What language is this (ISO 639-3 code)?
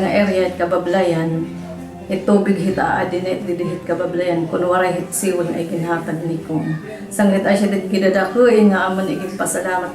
war